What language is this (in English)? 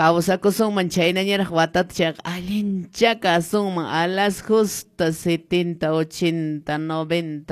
Quechua